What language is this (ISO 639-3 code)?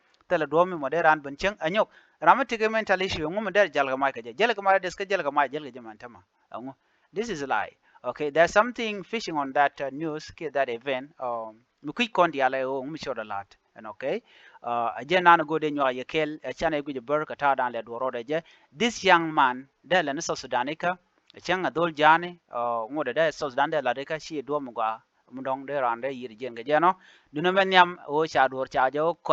nus